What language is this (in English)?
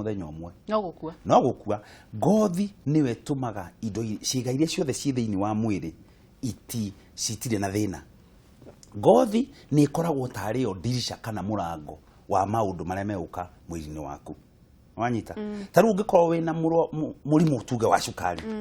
Kikuyu